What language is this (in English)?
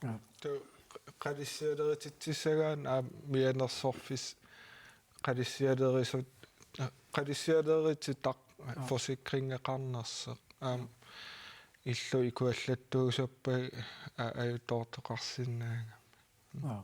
Kalaallisut